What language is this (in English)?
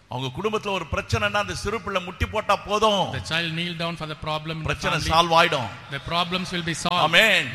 Tamil